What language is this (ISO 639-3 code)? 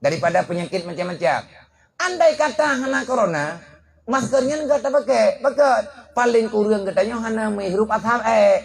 ace